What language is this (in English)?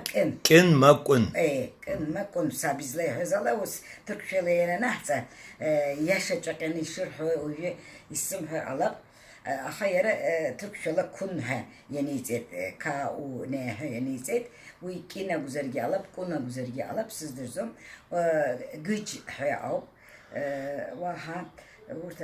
Abkhazian